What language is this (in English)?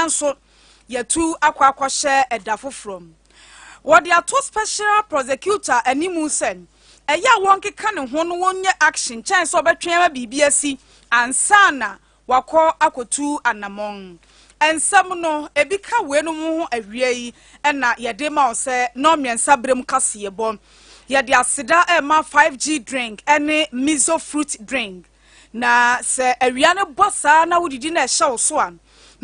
Akan